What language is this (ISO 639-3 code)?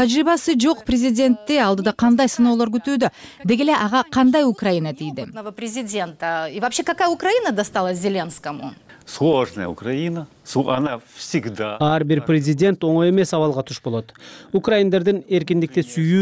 kir